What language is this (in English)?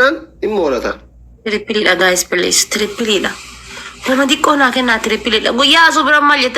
Oromo